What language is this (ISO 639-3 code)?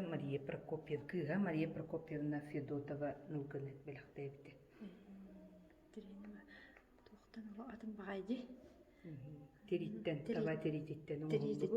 sah